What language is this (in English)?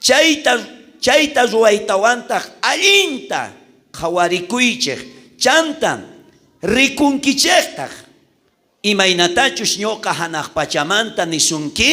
South Bolivian Quechua